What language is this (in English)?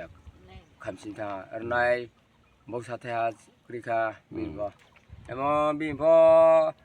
Riang (India)